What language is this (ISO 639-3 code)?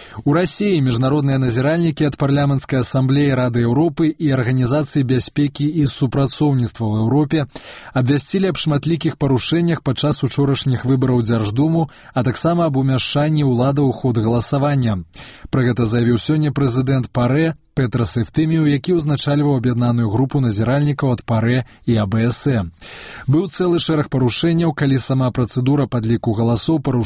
bel